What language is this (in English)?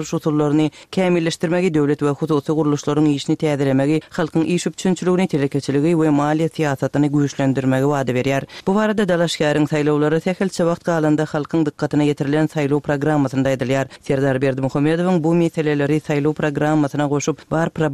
Turkmen